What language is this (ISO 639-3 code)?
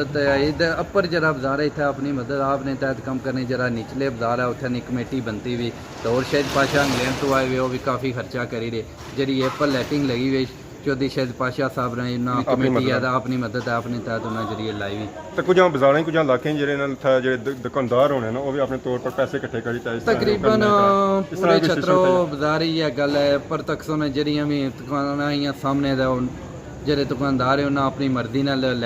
phr